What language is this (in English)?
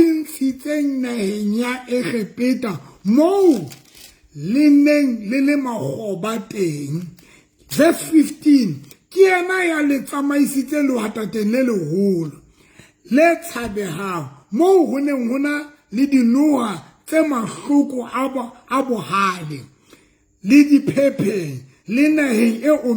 Southern Sotho